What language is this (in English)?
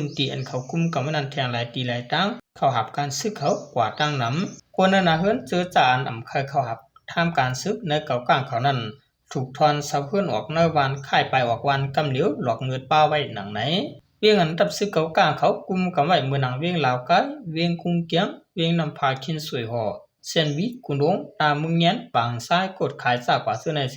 Shan